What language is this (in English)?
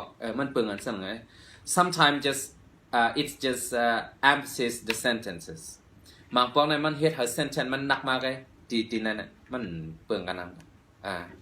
Shan